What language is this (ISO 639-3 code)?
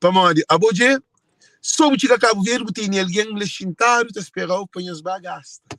kea